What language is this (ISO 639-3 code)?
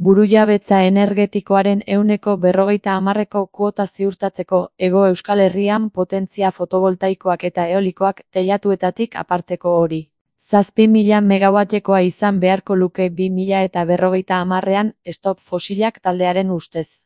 eus